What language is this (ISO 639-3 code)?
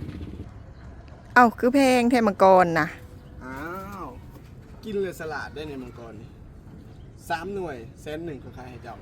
lao